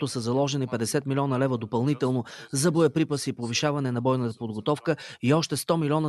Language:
Bulgarian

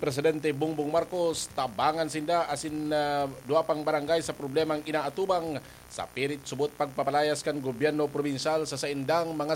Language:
Bikol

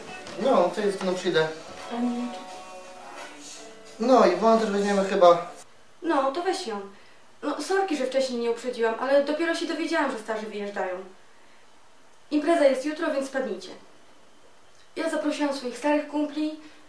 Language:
Polish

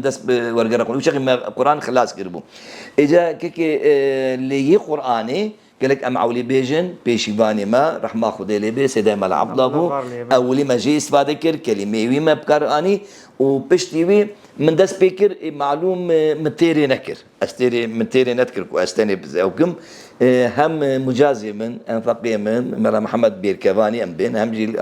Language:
Kurdish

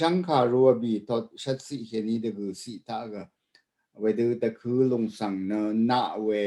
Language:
Rawang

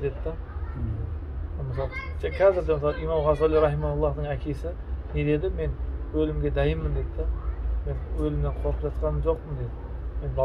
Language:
Kazakh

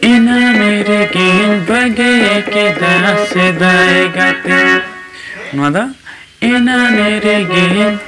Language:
Santali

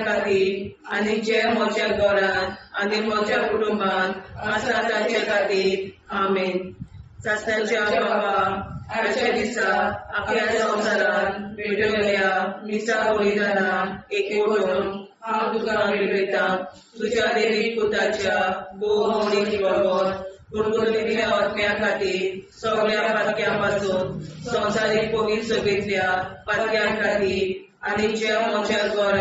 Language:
Konkani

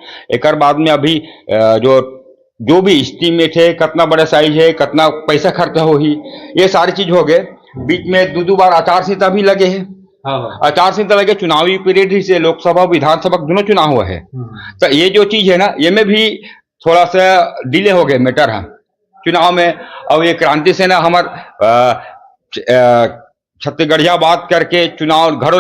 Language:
Chhattisgarhi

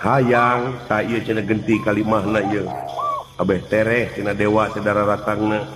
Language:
Sundanese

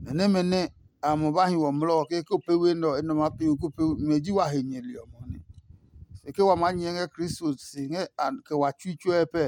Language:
Adangme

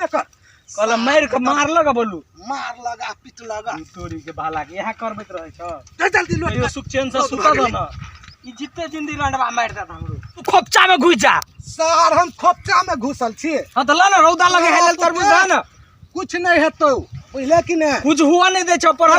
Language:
Maithili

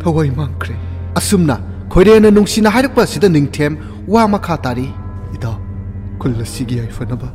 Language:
Manipuri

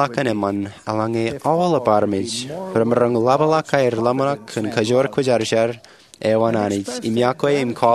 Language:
Marshallese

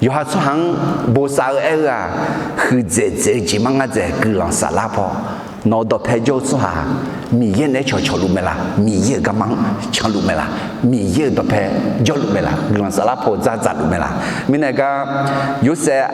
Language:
Akha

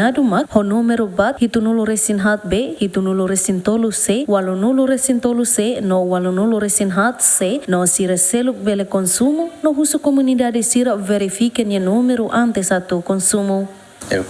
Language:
Tetum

